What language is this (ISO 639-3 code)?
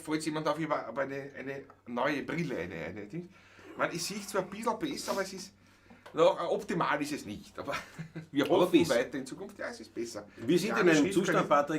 bar